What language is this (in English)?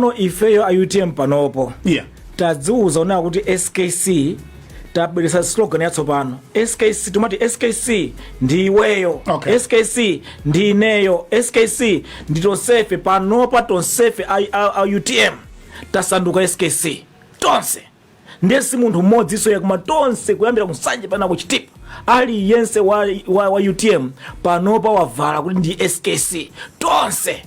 Nyanja